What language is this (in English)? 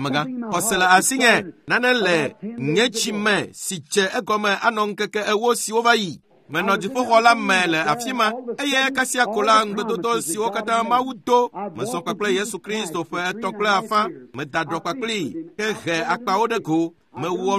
Ewe